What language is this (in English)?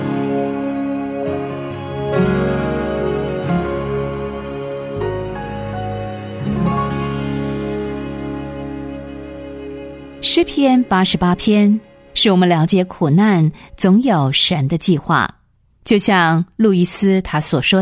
Chinese